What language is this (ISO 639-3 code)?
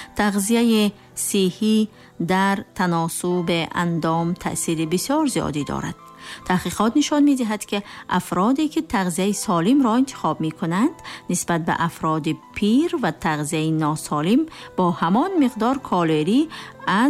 tgk